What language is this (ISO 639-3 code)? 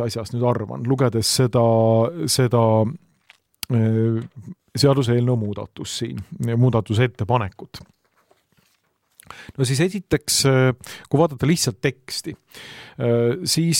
est